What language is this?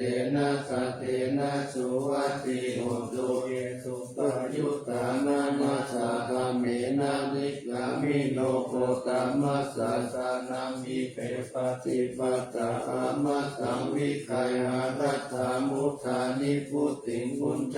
Pali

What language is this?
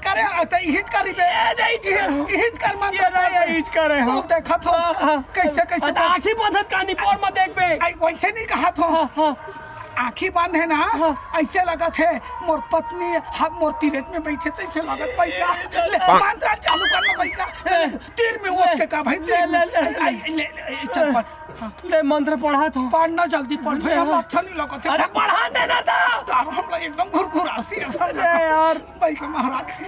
Chhattisgarhi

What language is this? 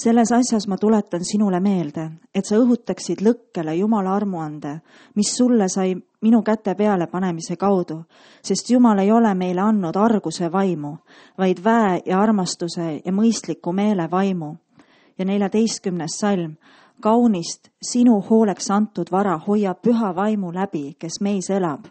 Estonian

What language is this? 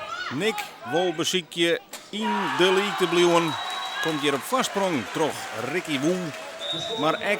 Western Frisian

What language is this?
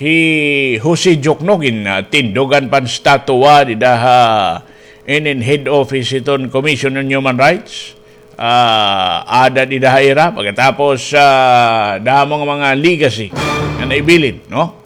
Waray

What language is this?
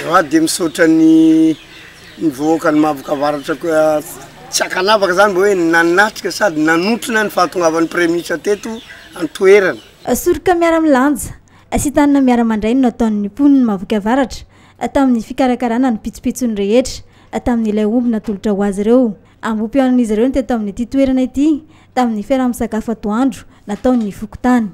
Malagasy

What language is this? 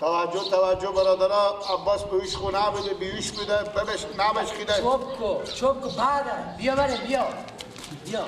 Persian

